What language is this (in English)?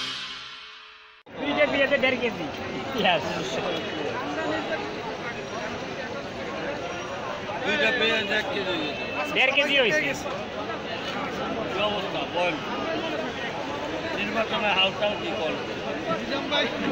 Bangla